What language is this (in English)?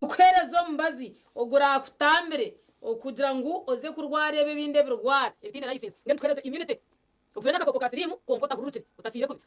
Nyankole